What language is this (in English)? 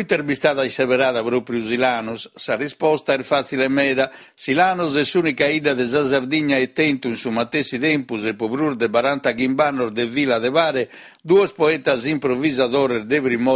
Sardinian